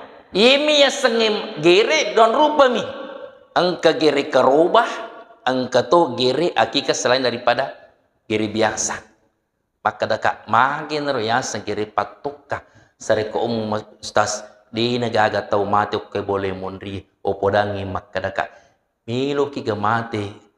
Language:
Buginese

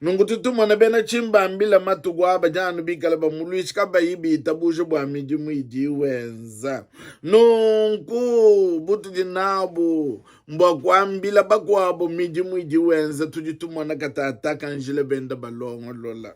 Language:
Luba-Lulua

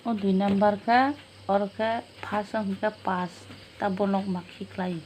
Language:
Kok Borok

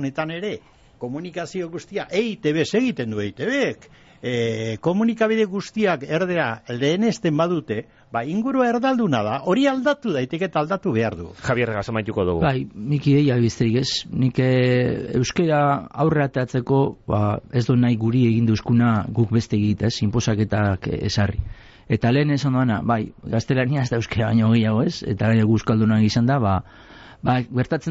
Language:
Basque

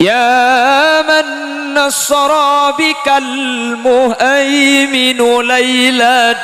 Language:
Madurese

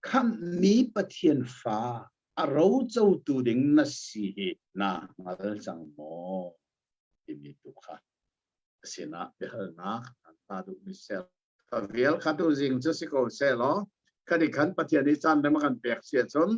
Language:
Hakha Chin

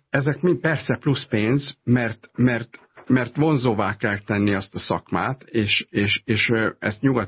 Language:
Hungarian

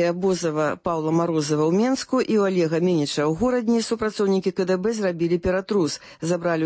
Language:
Belarusian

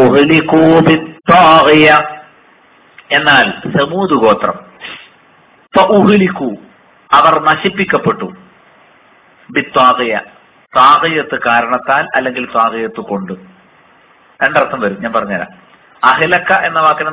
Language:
Malayalam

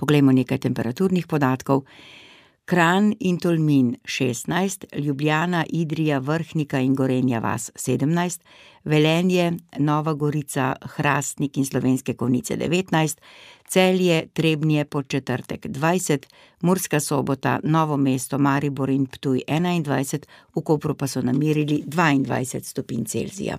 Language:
Slovenian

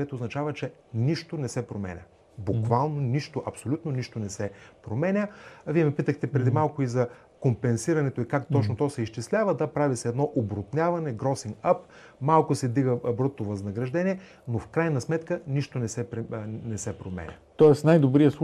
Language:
Bulgarian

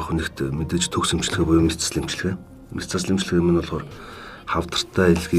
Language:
Mongolian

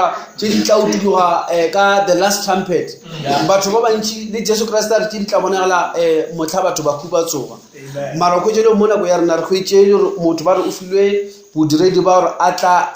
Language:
Northern Sotho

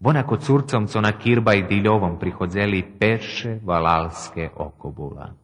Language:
Rusyn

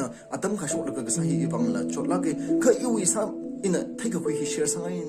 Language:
Tangkhul Naga (India)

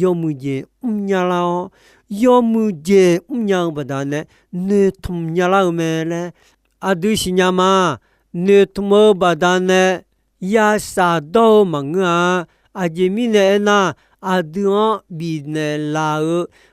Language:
Akha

